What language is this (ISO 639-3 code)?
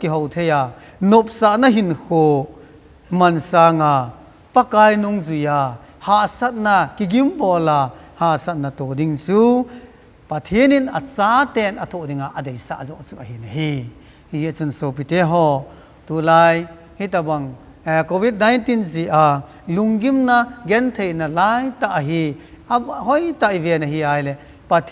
tcz